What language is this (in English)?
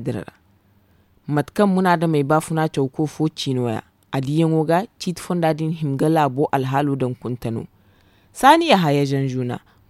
Zarma